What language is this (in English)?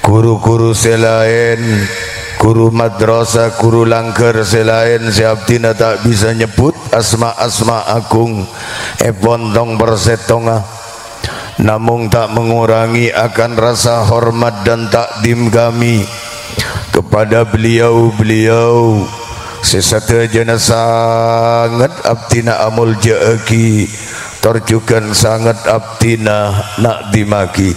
Madurese